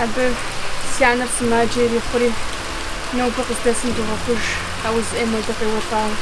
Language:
Kabardian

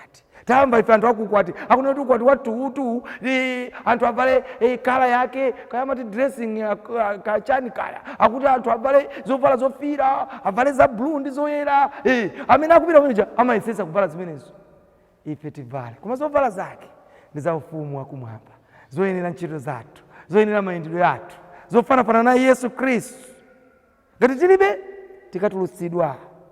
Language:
Nyanja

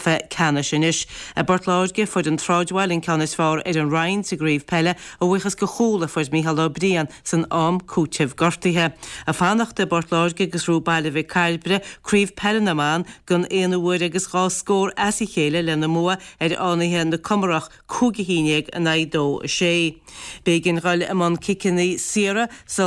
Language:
Irish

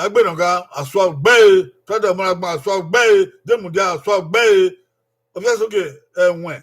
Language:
Bini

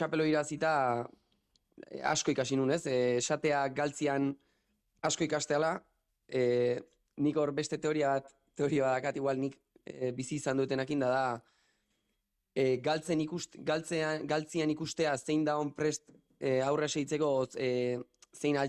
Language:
Basque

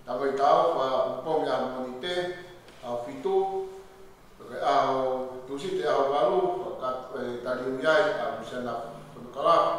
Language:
Tongan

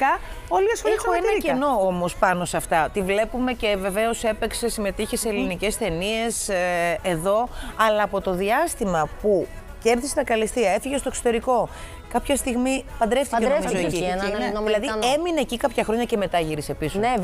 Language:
Greek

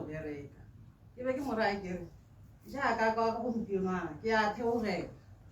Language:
Tswana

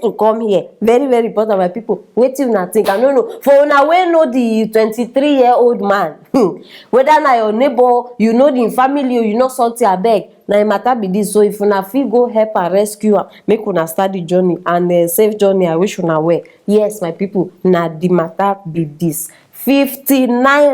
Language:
Nigerian Pidgin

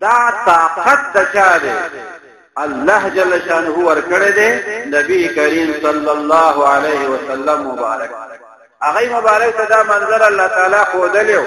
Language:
Pashto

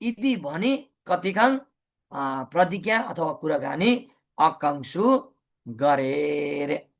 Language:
Nepali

